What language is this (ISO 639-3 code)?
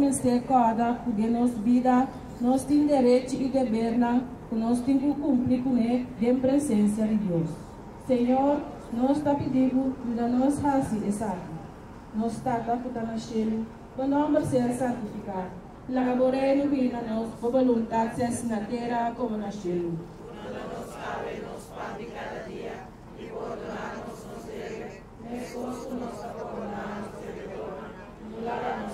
pap